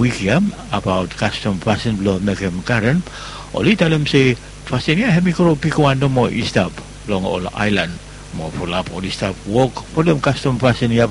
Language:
Bislama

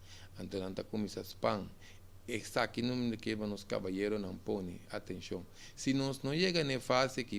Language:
Papiamento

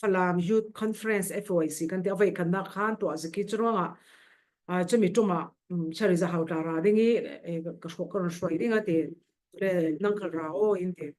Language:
Falam Chin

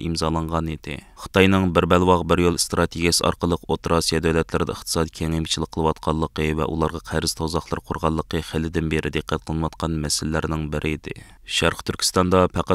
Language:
Uyghur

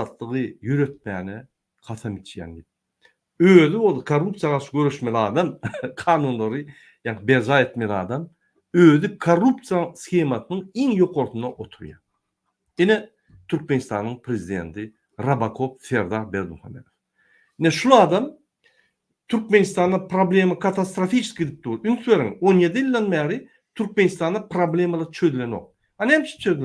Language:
Turkmen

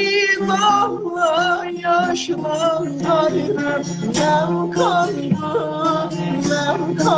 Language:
South Azerbaijani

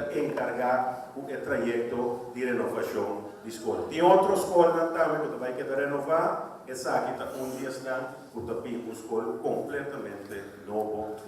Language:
Papiamento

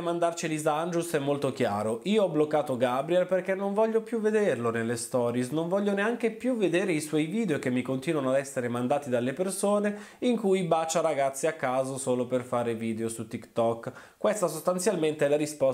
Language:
Italian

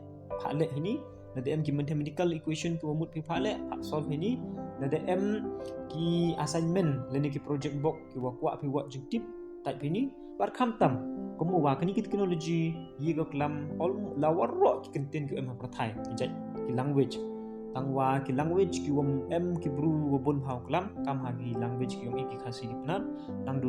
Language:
Pnar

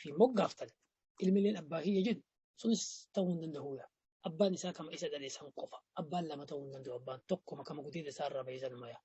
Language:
Oromo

